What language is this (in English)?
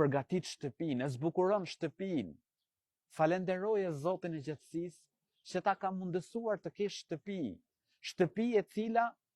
Albanian